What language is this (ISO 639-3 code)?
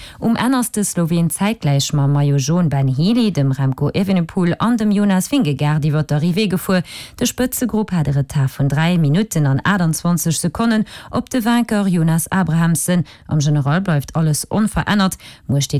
ltz